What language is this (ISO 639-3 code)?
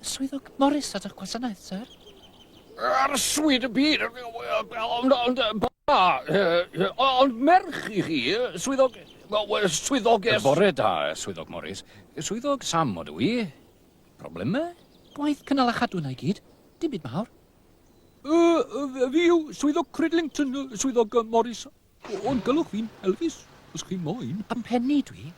cym